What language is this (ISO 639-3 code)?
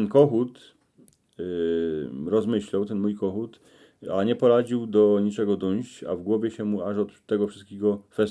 szl